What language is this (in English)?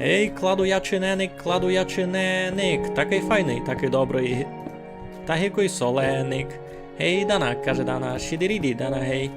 Rusyn